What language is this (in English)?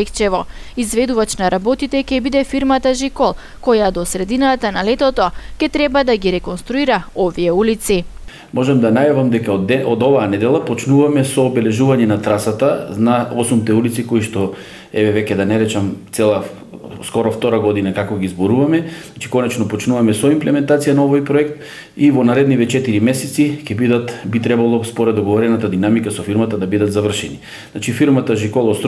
Macedonian